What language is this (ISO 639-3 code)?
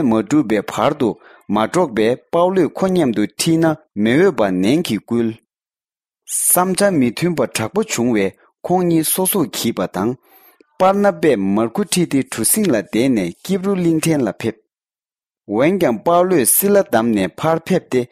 bod